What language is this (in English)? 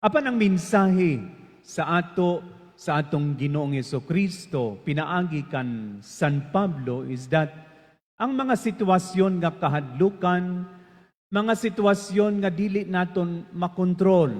Cebuano